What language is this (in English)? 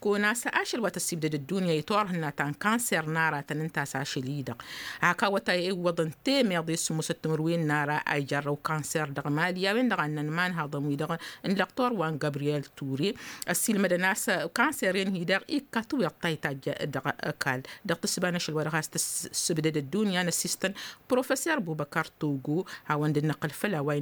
Tamasheq